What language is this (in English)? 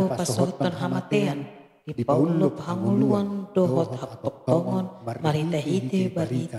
Batak Toba